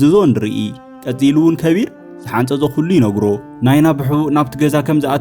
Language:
Tigrinya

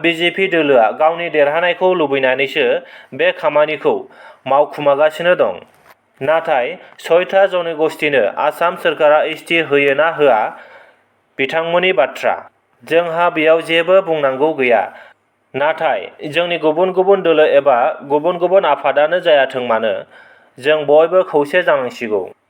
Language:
Bodo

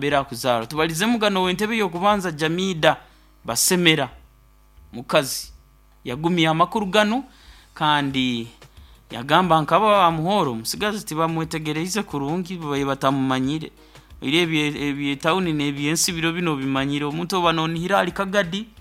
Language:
Nyoro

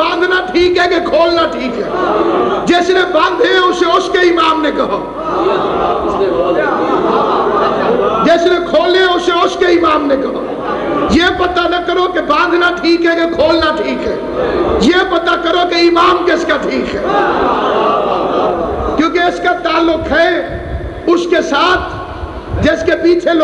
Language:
Urdu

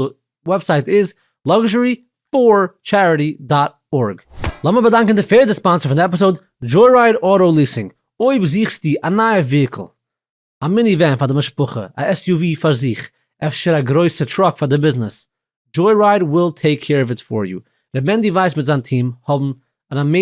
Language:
Yiddish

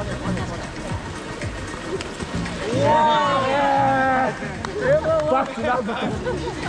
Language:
Bulgarian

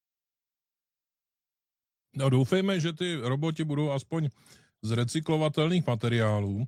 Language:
Czech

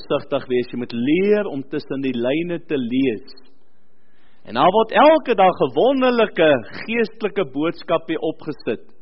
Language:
Afrikaans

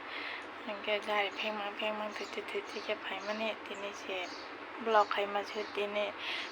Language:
Kok Borok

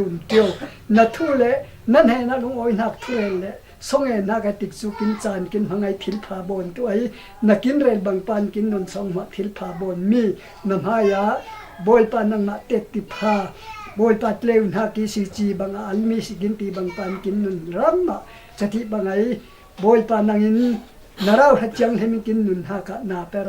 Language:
Falam Chin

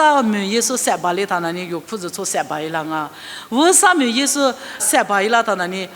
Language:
Lisu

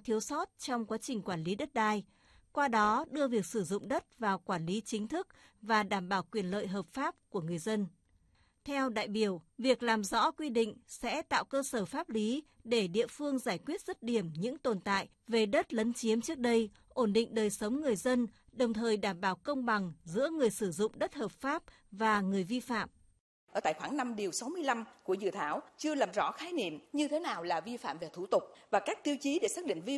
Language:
Vietnamese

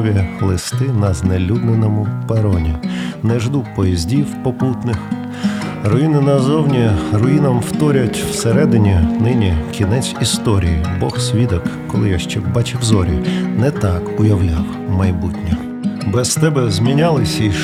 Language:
Ukrainian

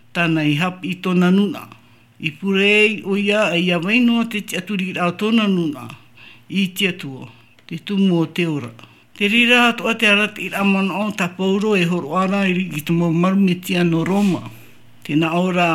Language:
Tahitian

